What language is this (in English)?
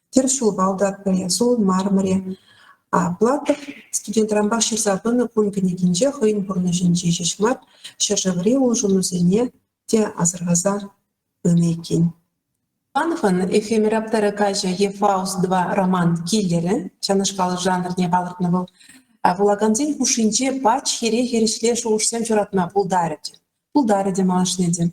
Chuvash